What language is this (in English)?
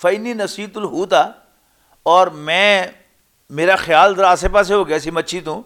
Western Panjabi